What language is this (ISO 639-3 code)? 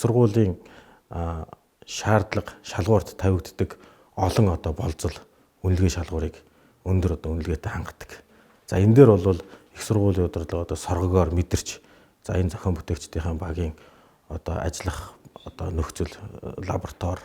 mon